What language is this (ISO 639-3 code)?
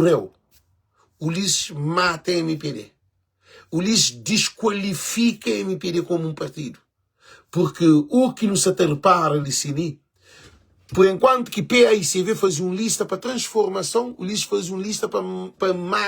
kea